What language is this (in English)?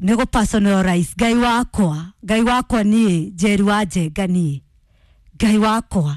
Kikuyu